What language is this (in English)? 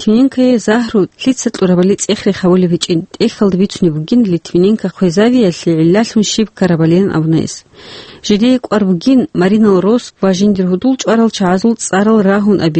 Avaric